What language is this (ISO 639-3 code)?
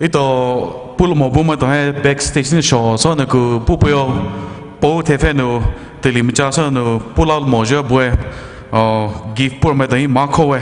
pmx